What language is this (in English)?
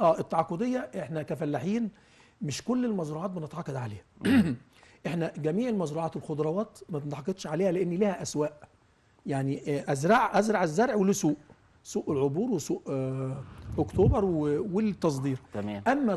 Egyptian Arabic